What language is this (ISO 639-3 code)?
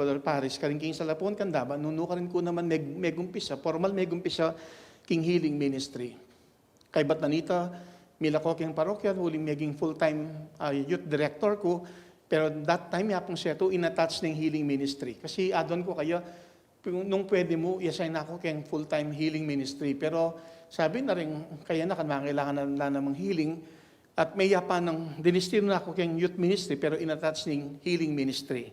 pam